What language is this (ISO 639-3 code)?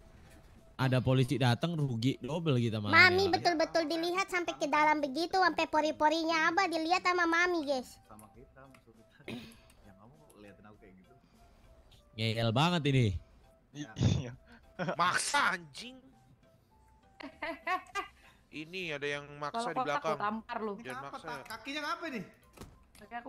ind